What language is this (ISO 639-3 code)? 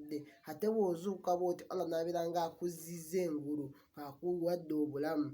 lug